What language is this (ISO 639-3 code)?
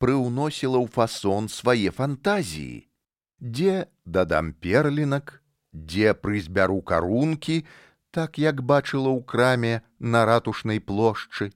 bel